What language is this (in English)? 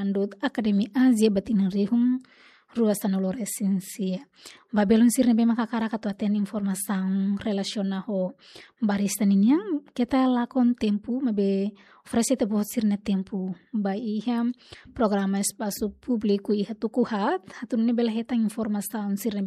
Tetum